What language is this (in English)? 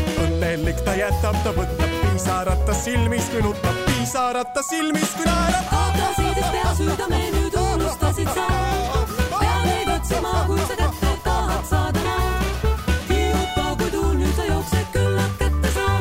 Estonian